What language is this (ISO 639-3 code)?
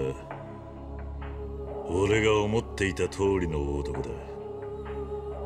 jpn